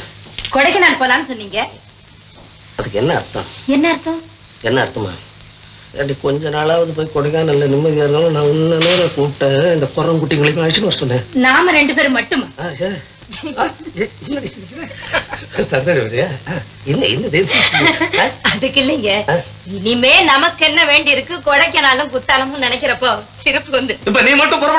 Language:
Tamil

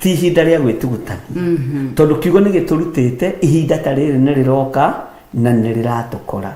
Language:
Kikuyu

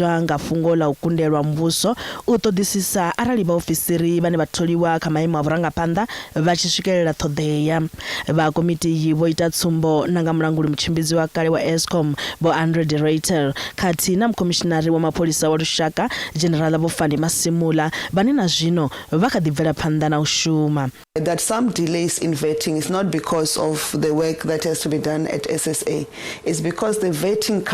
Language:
Venda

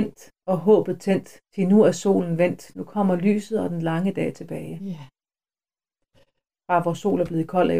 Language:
Danish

